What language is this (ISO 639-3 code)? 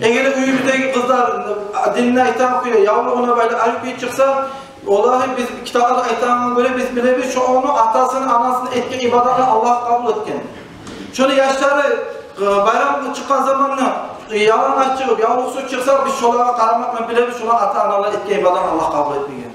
kum